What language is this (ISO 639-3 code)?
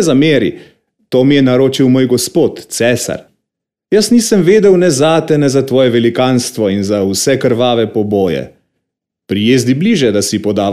slv